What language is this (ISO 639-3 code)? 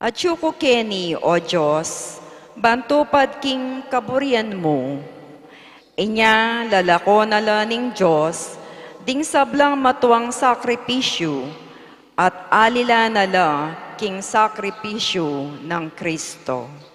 pam